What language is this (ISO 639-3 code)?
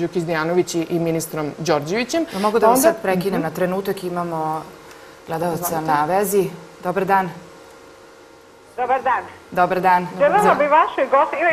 srp